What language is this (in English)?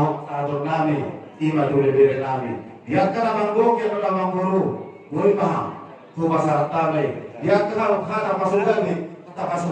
Batak Toba